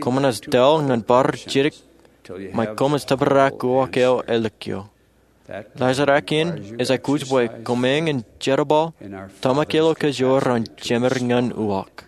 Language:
Marshallese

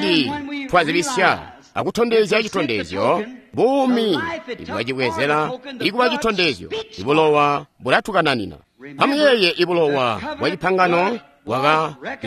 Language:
Tonga (Zambia)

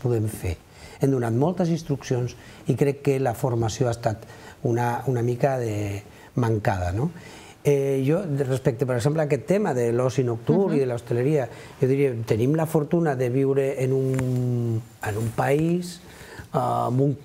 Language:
Catalan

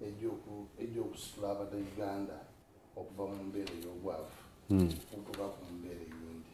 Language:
Soga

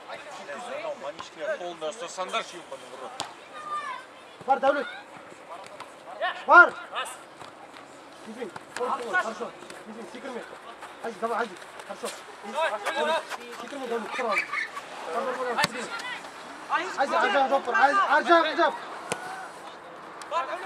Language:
Kazakh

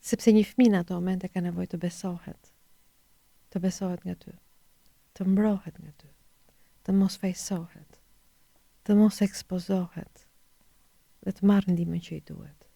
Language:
Albanian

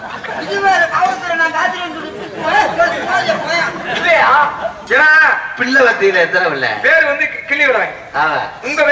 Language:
Tamil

